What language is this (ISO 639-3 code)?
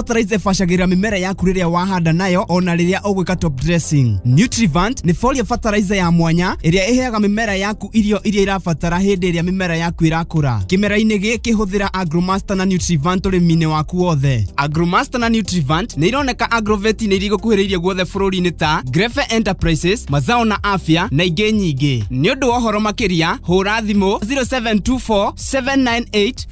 kik